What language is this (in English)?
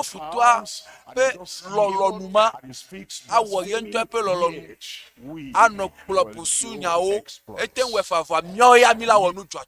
Ewe